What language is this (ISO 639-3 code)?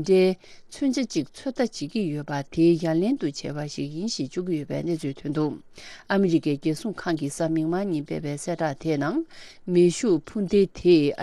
bod